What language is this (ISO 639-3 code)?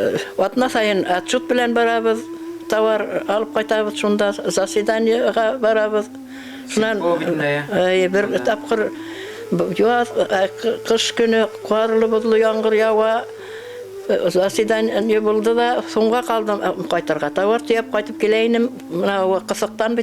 bak